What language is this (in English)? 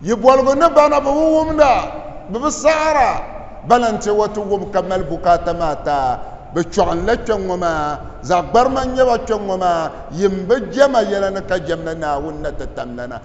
Dagbani